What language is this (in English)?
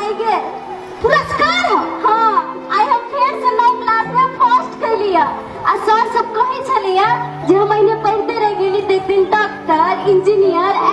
Maithili